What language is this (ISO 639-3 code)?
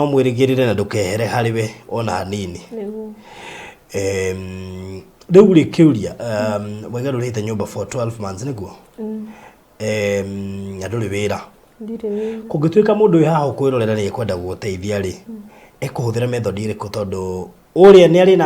kik